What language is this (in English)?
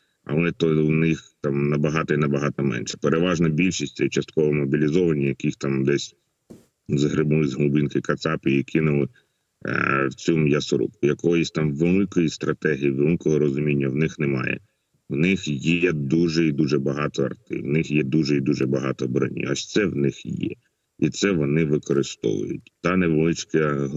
Ukrainian